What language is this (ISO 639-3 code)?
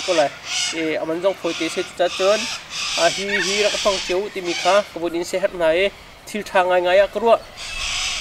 cnh